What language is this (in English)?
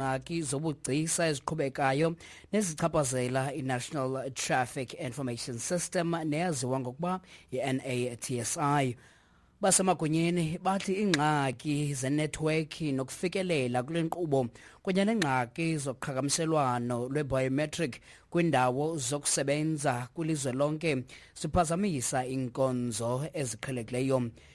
Xhosa